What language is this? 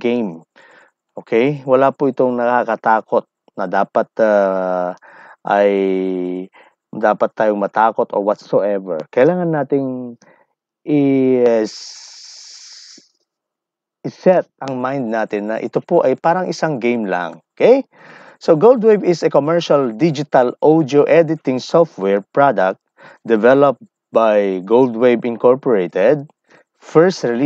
Filipino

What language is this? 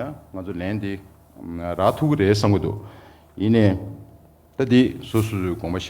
Tibetan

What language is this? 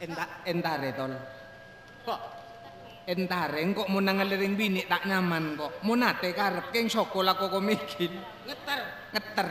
Madurese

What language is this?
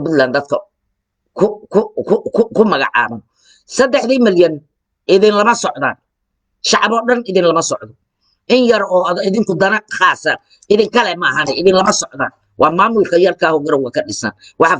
Somali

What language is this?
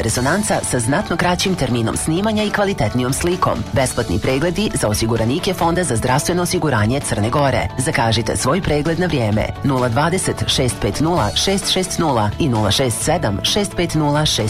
Serbian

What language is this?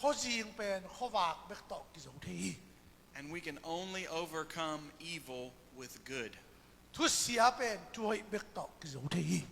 Tedim Chin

